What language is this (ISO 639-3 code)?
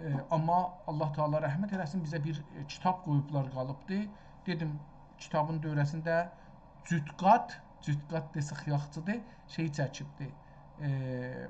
azb